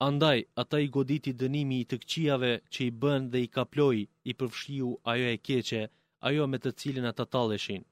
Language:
Albanian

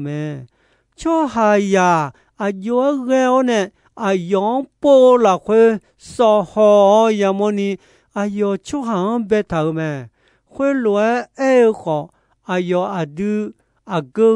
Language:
Akha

